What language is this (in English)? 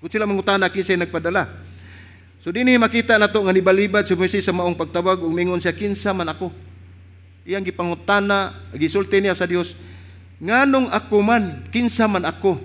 Cebuano